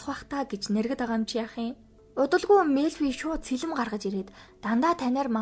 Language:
Mongolian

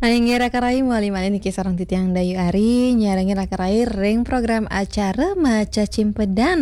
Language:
Balinese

